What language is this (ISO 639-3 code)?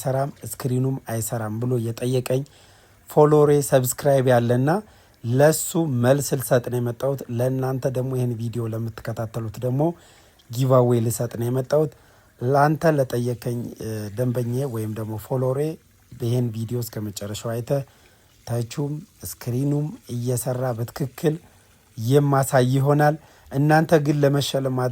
amh